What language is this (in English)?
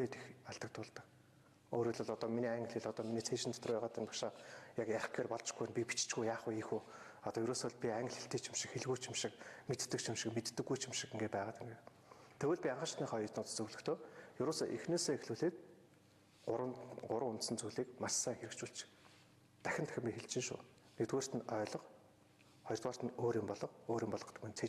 Mongolian